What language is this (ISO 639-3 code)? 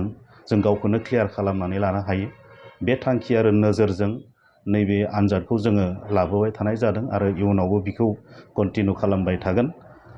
brx